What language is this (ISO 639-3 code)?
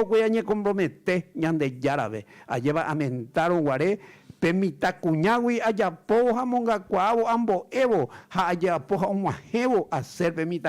grn